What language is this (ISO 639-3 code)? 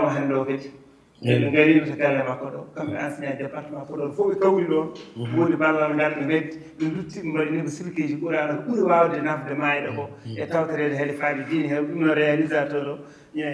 ful